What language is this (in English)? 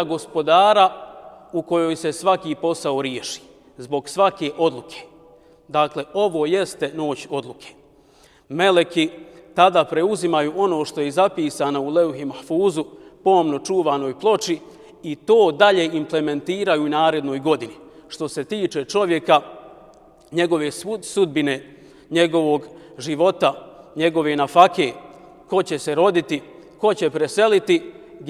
Bosnian